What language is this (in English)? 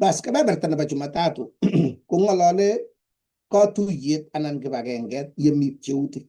Kalenjin